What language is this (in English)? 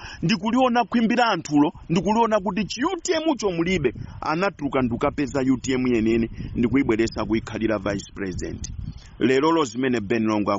Nyanja